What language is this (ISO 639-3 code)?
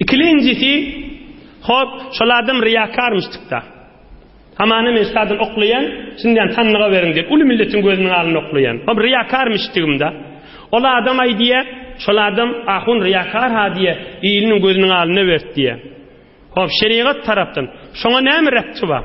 tuk